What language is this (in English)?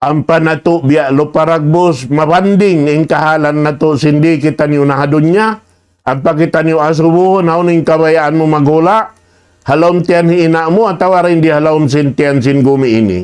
Tausug